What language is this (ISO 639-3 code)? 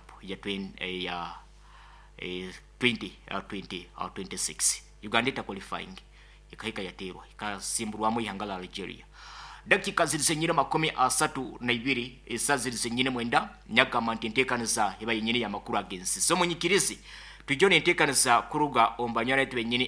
nyo